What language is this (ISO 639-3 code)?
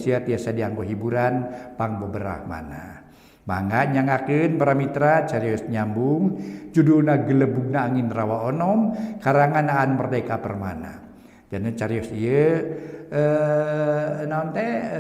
sun